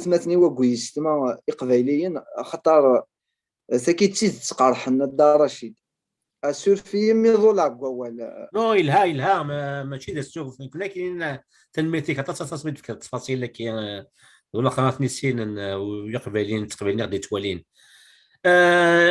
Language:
Kabyle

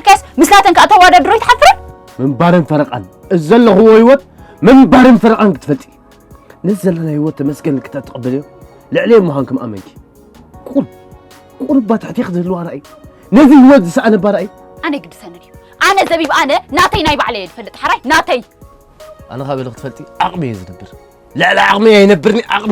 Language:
Tigrinya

